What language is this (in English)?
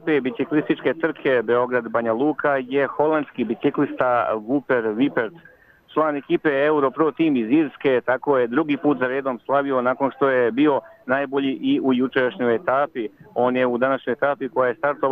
Serbian